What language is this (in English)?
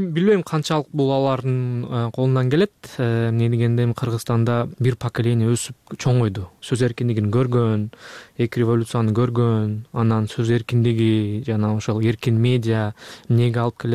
Kyrgyz